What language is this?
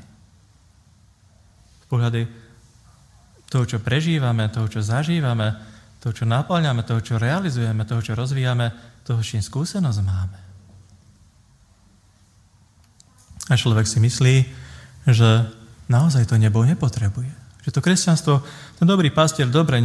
Slovak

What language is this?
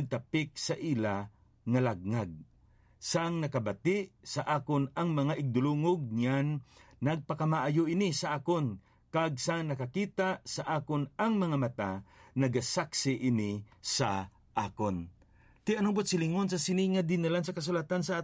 Hiligaynon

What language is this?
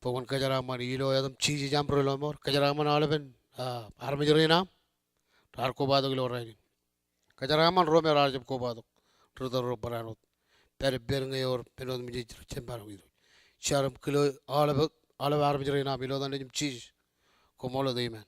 Marshallese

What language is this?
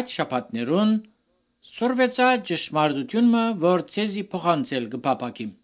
Armenian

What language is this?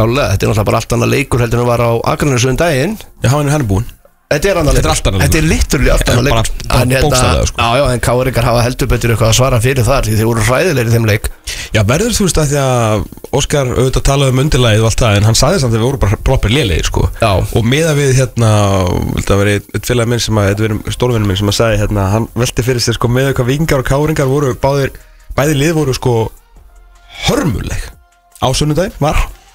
Icelandic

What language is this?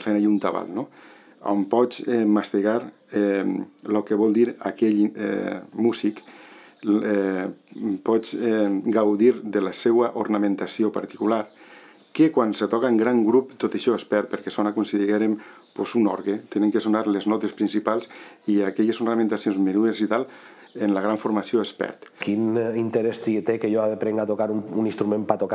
Catalan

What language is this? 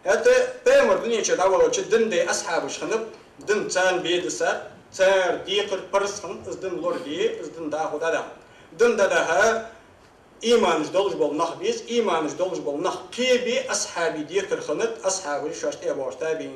Ingush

